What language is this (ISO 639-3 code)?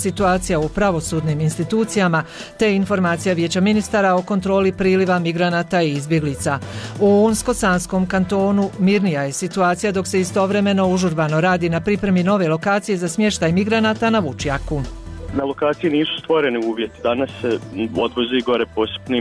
bos